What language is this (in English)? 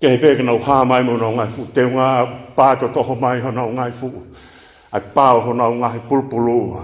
Tongan